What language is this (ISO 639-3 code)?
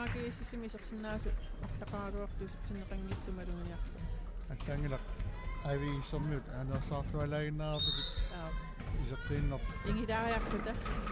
kal